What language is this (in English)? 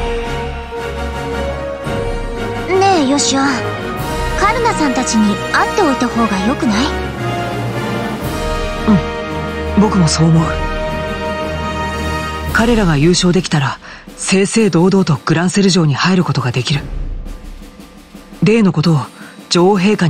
Japanese